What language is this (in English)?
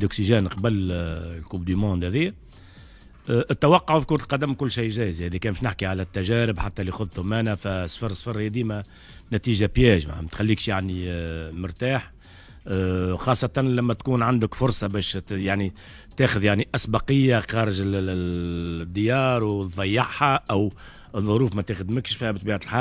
Tunisian Arabic